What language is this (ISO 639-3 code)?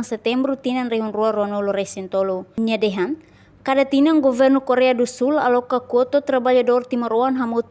tet